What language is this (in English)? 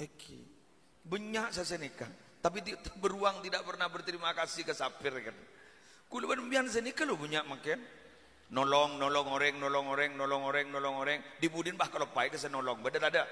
Madurese